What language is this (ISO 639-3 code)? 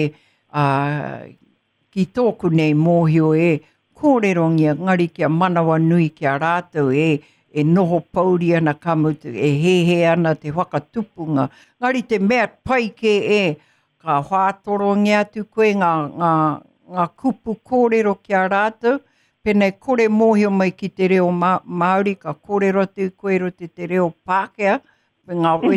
mri